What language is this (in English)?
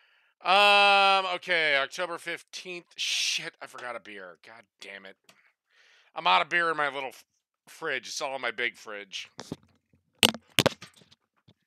English